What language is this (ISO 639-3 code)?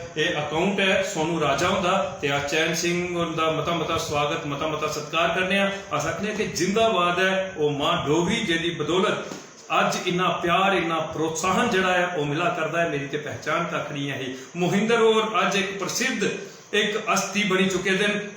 doi